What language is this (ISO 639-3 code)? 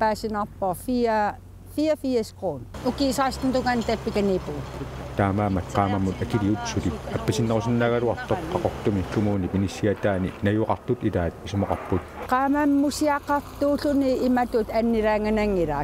kal